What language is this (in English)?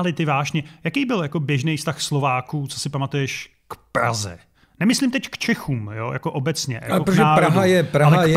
Czech